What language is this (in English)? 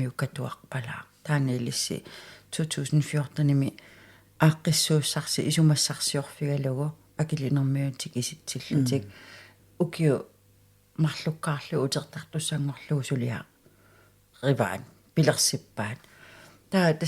Kalaallisut